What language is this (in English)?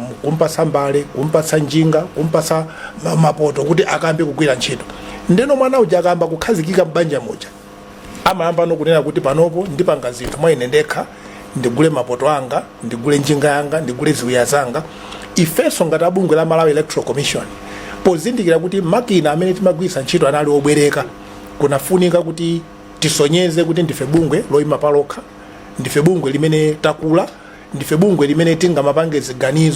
Nyanja